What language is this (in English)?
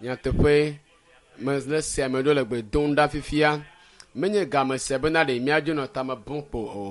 Ewe